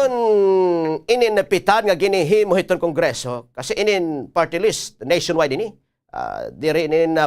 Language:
Waray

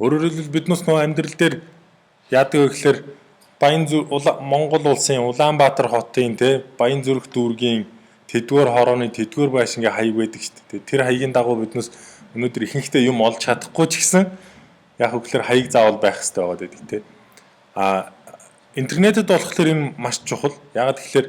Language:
Mongolian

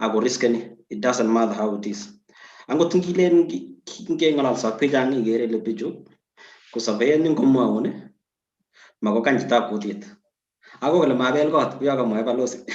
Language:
Kalenjin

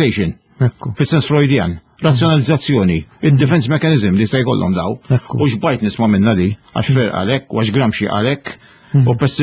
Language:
Maltese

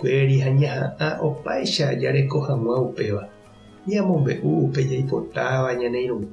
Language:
Guarani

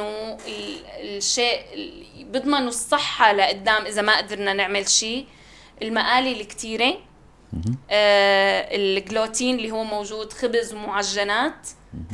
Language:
North Levantine Arabic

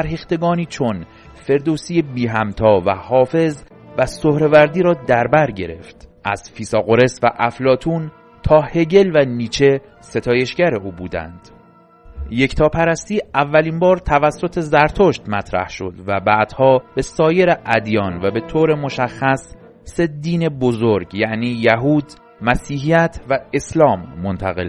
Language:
Persian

